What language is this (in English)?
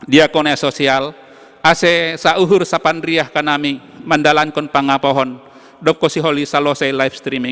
Batak Simalungun